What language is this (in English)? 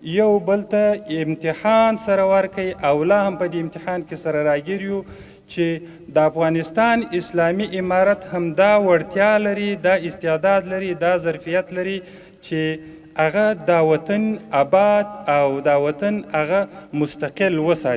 Pashto